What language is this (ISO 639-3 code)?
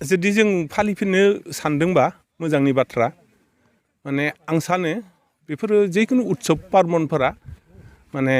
brx